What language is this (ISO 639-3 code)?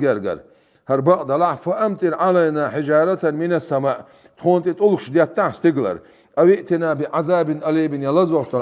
che